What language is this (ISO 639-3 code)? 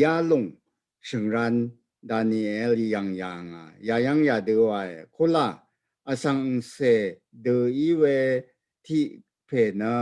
raw